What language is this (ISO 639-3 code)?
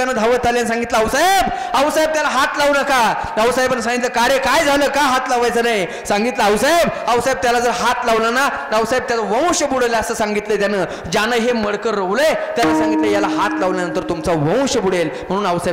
mar